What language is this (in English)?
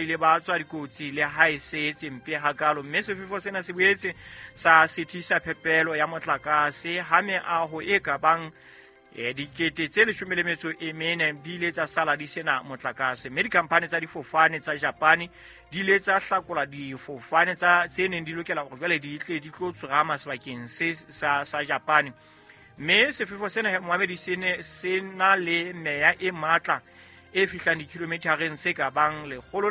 Southern Sotho